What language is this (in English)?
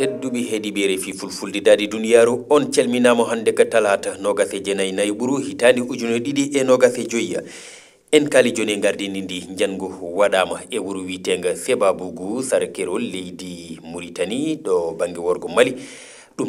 Fula